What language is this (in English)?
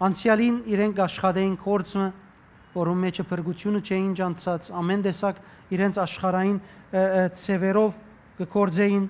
Western Armenian